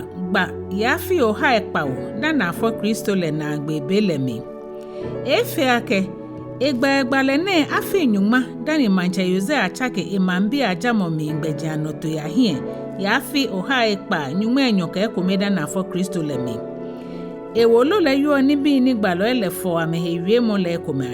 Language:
Ga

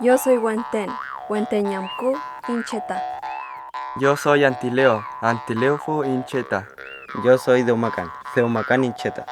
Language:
Mapuche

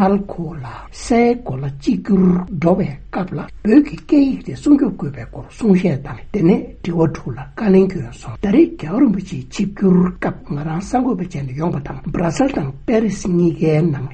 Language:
Tibetan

